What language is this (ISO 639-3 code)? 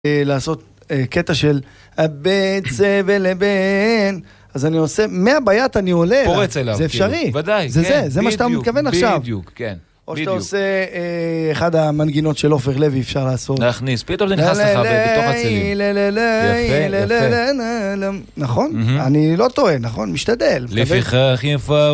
heb